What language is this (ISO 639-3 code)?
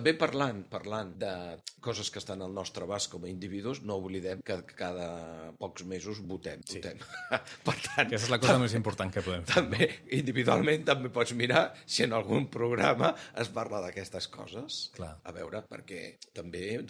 cat